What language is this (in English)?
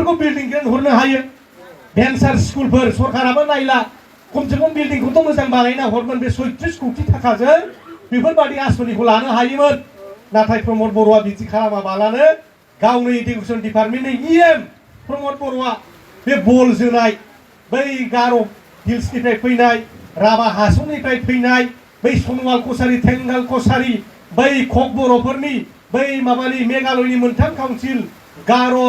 Bodo